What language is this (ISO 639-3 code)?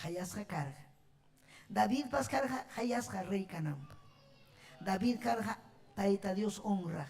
quy